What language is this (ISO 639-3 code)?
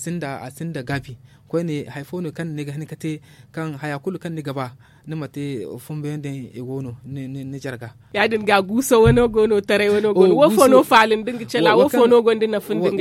dje